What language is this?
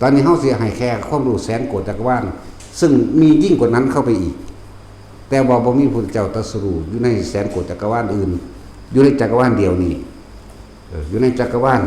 Northeastern Thai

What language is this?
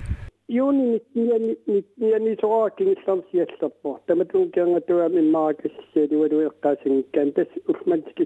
Kalaallisut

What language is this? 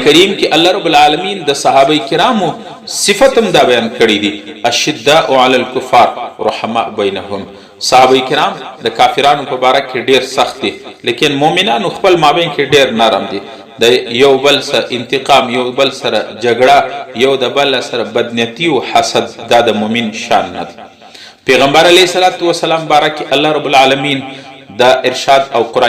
Pashto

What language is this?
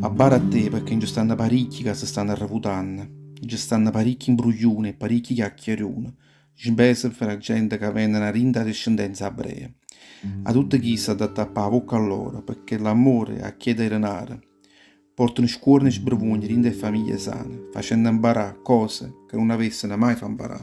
Neapolitan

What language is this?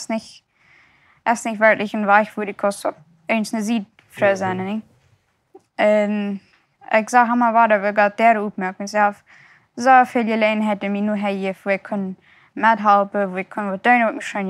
Plautdietsch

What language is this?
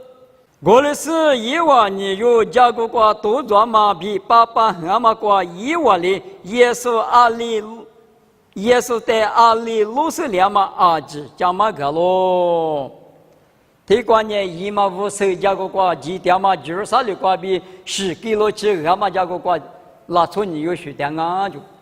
Lisu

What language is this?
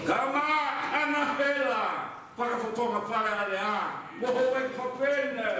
Tongan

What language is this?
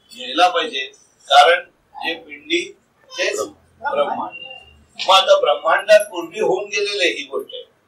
Marathi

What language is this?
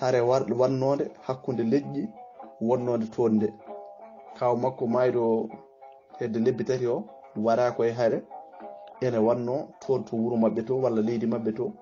Fula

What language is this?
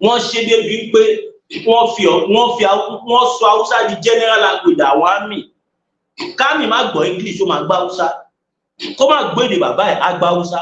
Yoruba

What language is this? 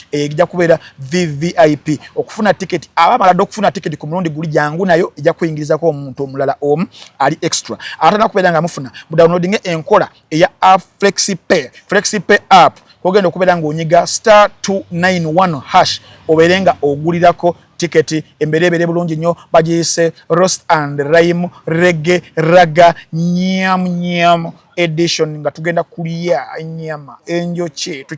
Ganda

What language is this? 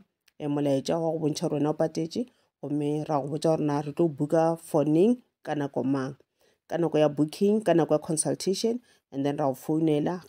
Northern Sotho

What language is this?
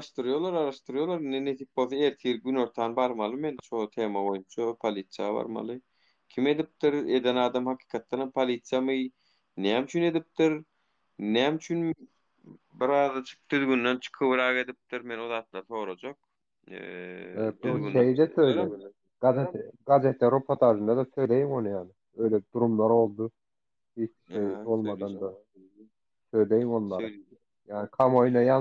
Turkmen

